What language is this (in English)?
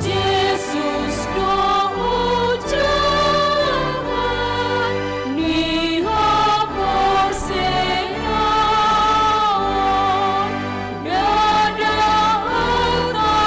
Batak Toba